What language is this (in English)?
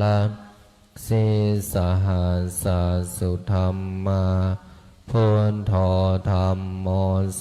Pali